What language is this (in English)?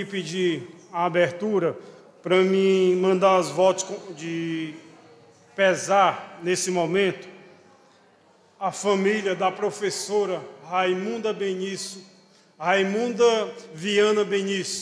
Portuguese